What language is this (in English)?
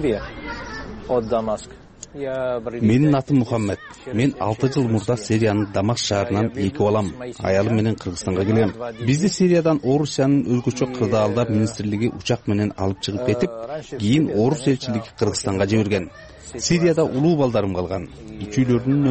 Kyrgyz